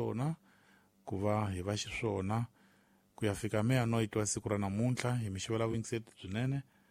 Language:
Tsonga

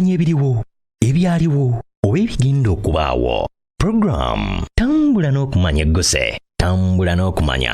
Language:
Ganda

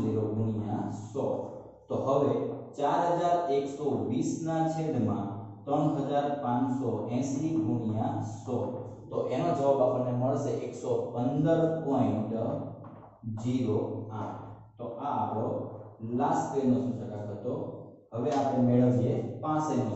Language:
Gujarati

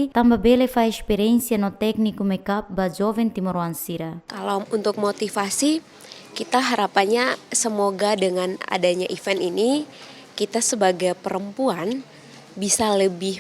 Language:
Tetum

